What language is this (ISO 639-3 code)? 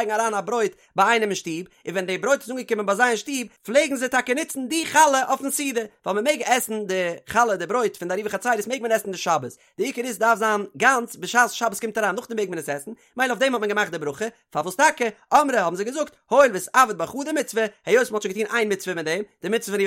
yid